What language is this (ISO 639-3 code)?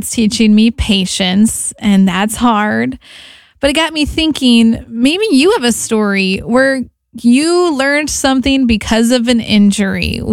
eng